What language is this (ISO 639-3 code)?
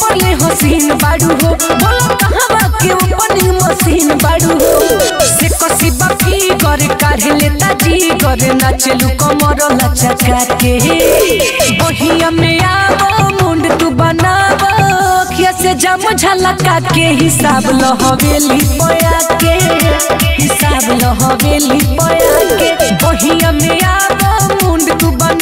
bho